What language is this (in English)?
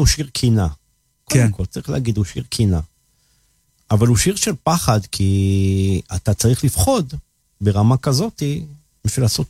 Hebrew